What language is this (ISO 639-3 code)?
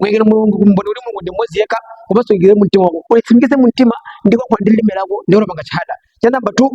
nya